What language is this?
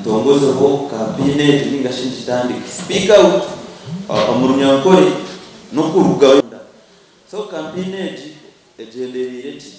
Nyankole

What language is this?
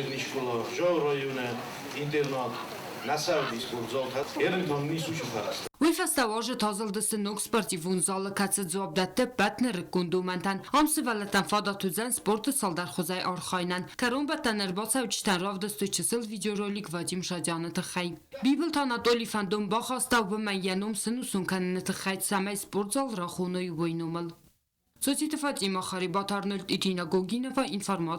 Ossetic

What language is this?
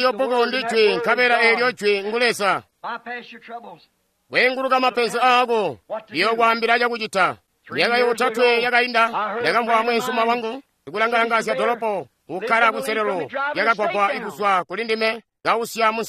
Tonga (Zambia)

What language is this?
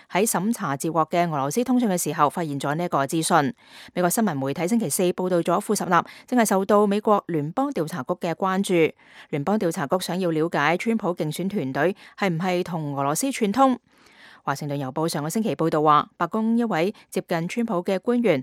Cantonese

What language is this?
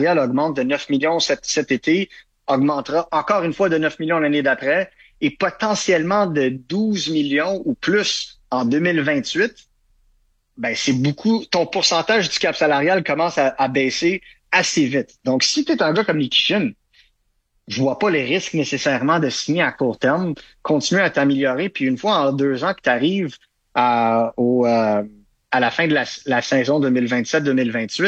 French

